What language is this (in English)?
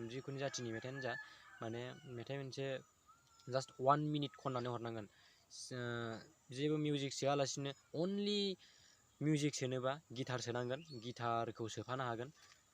Bodo